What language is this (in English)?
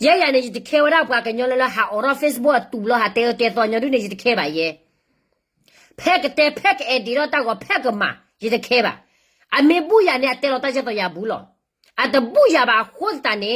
S'gaw Karen